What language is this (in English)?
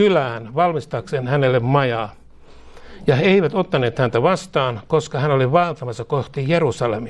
Finnish